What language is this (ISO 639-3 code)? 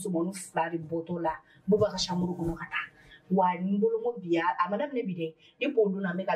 bam